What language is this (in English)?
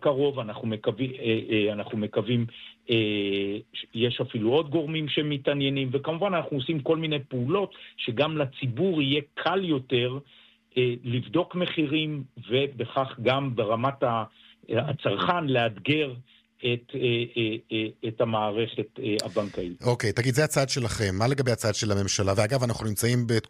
Hebrew